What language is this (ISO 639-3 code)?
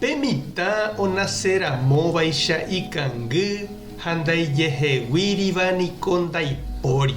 grn